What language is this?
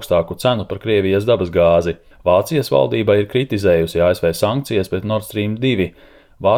Latvian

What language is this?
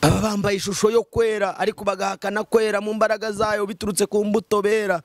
Kinyarwanda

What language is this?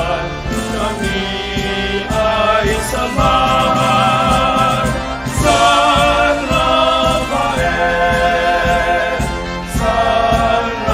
Hiligaynon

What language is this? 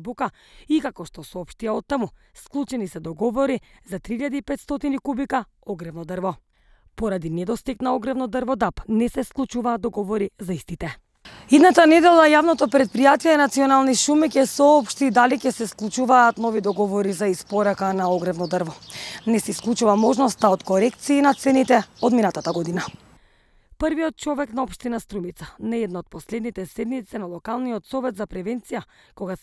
Macedonian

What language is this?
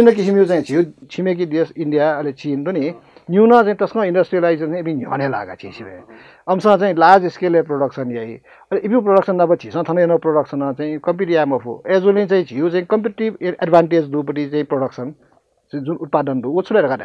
Newari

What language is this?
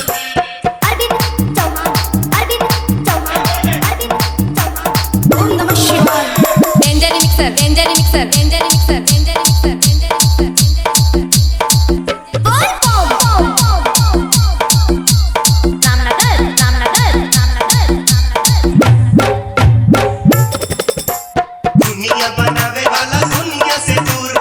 Bhojpuri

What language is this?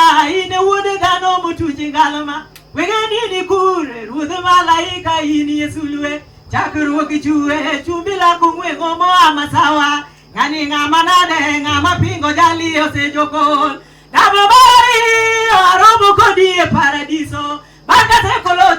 Luo (Kenya and Tanzania)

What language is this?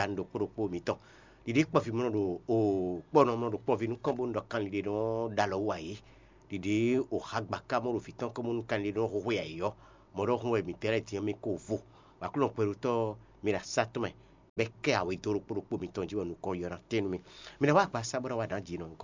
Fon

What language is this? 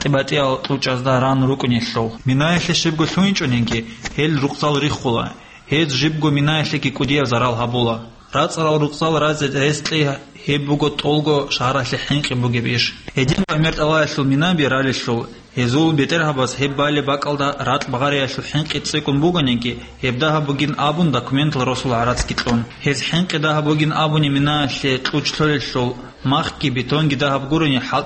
Avaric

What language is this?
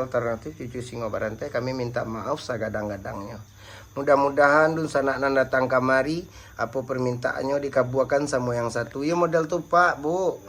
Minangkabau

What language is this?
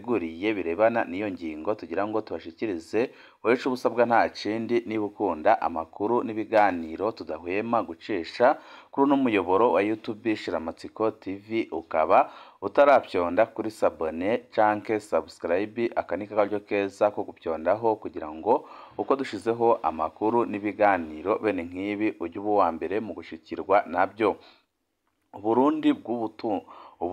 Rundi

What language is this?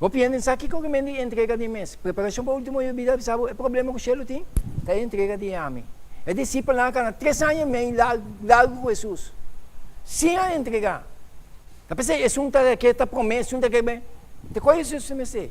Papiamento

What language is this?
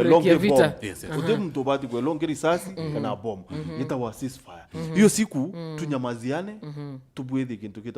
Meru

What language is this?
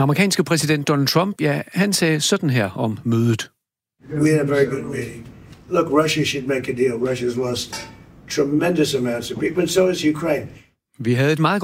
Danish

